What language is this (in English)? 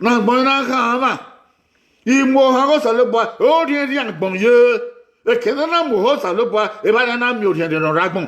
Bini